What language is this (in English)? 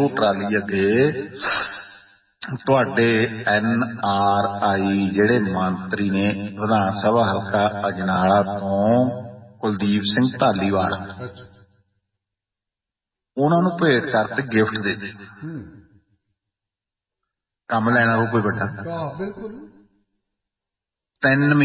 Punjabi